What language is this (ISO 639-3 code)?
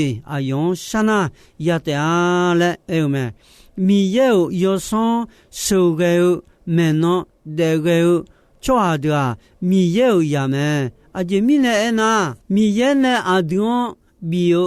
ahk